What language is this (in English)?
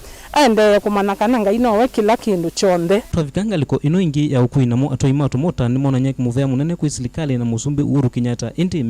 Kamba